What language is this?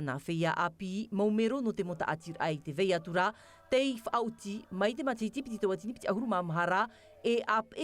Tahitian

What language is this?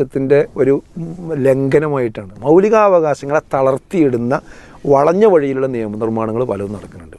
Malayalam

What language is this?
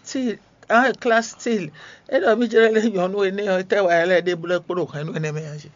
Fon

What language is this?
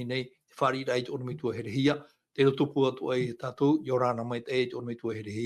Tahitian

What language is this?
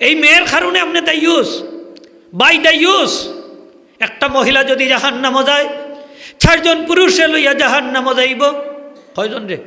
Sylheti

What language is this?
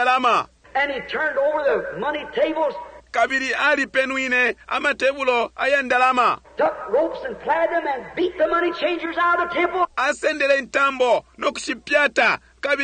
Bemba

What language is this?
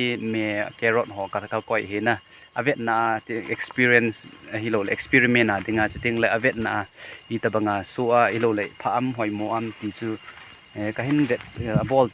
Thado Chin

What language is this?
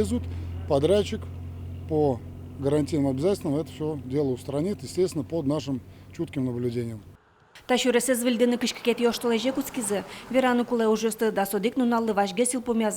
Udmurt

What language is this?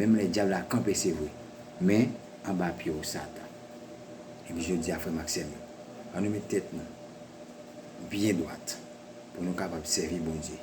Haitian Creole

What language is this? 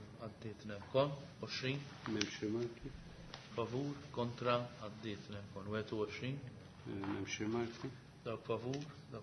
Maltese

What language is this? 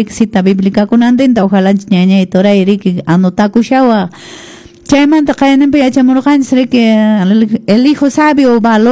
Quechua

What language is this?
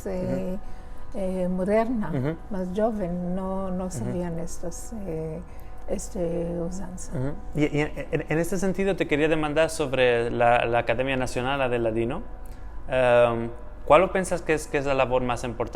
Ladino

